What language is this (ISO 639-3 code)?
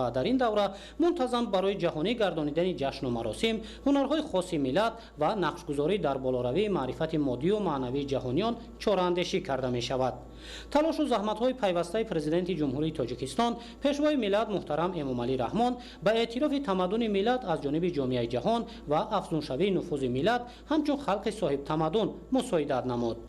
tgk